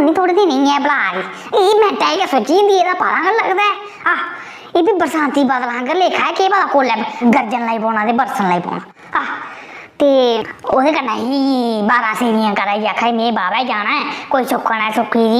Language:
Dogri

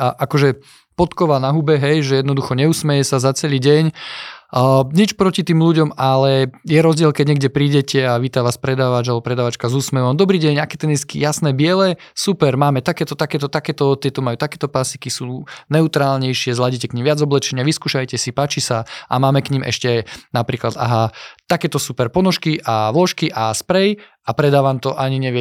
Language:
Slovak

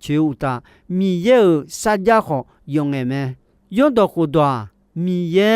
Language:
Akha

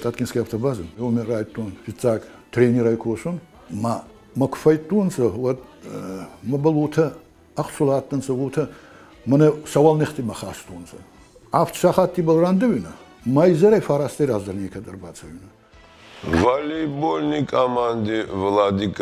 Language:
Ossetic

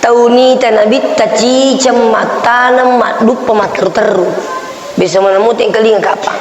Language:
Buginese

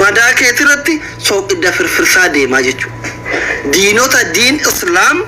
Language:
Oromo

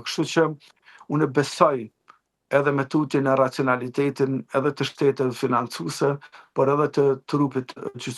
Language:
Albanian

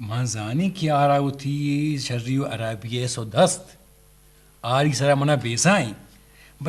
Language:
Eastern Balochi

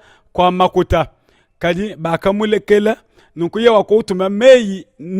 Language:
Luba-Lulua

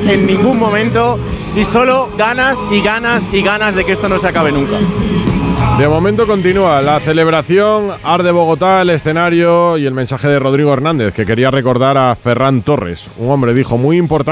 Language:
Spanish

